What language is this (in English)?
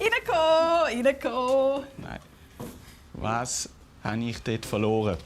Swiss German